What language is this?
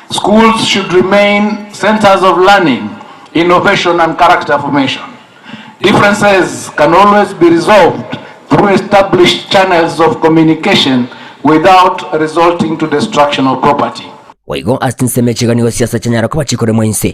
Gusii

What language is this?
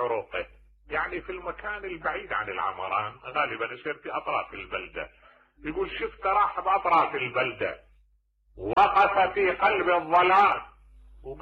Mesopotamian Arabic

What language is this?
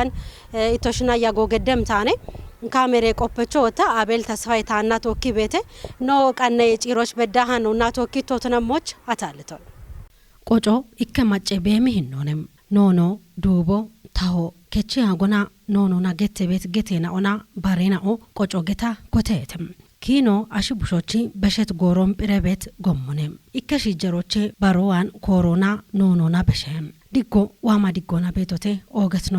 Kafa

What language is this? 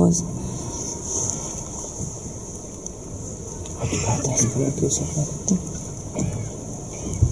Hungarian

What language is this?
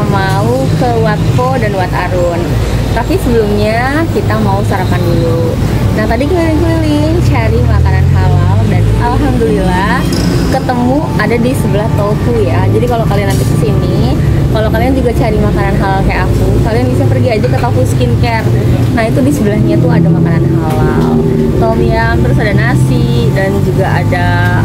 Indonesian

